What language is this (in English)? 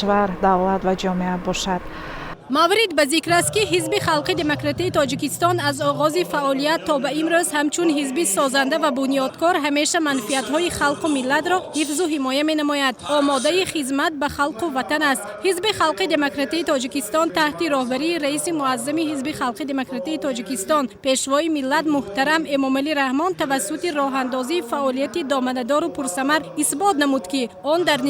Tajik